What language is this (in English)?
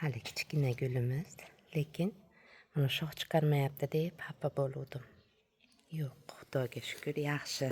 Uzbek